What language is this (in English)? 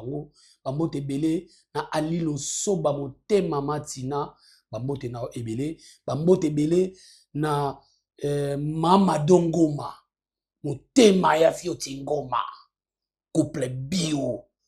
Lingala